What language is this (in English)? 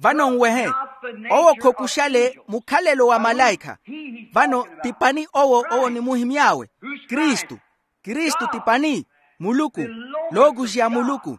Makhuwa